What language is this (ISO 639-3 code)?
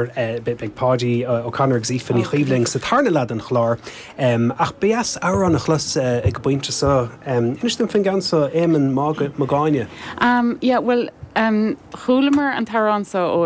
gle